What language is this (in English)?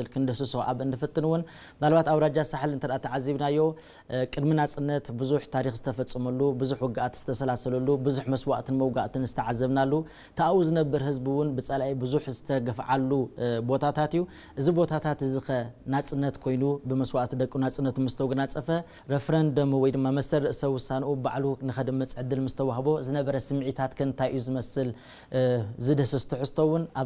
Tigrinya